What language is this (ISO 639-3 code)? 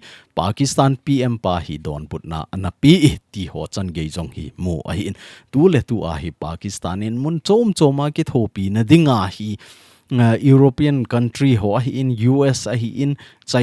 tcz